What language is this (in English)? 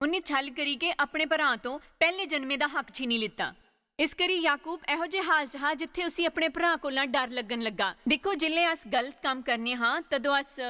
Dogri